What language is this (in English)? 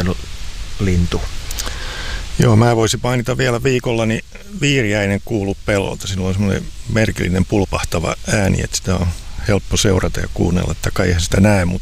Finnish